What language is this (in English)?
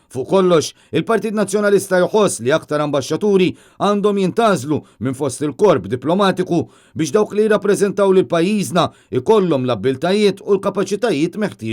Maltese